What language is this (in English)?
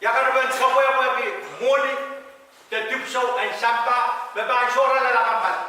Pohnpeian